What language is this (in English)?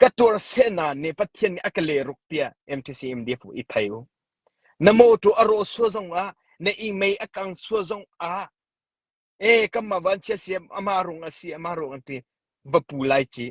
Hakha Chin